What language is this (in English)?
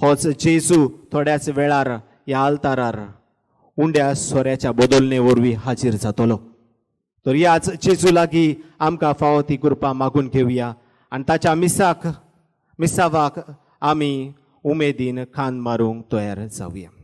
Konkani